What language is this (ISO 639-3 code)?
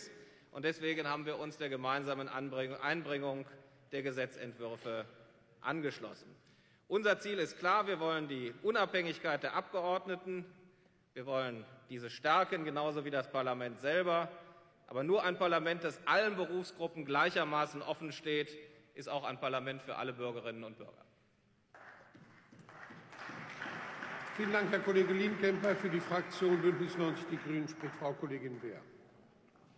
deu